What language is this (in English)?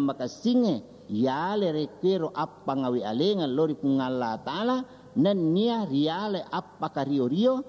Buginese